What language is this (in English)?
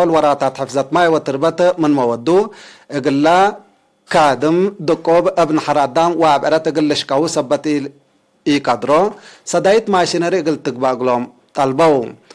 Tigre